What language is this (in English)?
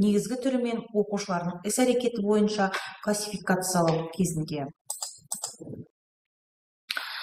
Kazakh